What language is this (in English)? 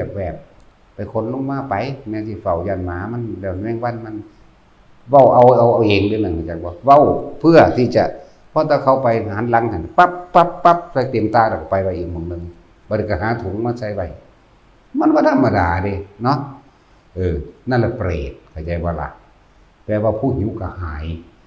Northeastern Thai